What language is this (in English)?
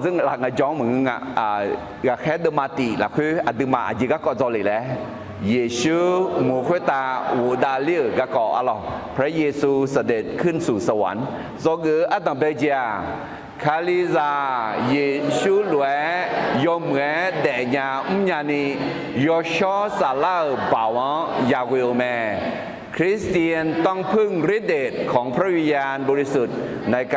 Akha